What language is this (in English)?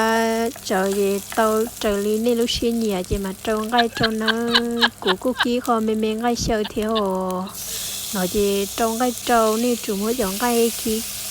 Hmong